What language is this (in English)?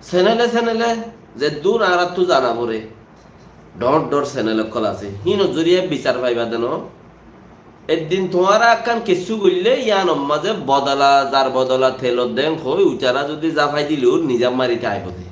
Rohingya